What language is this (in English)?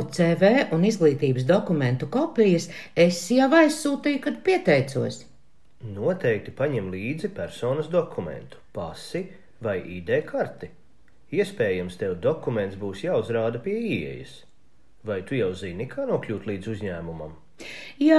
Latvian